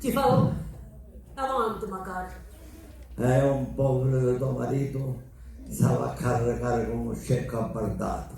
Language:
Sicilian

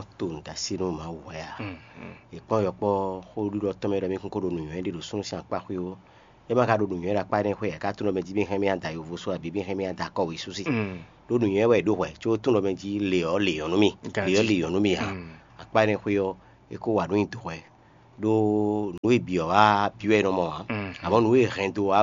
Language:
Fon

